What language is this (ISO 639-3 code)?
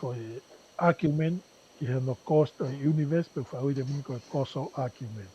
ton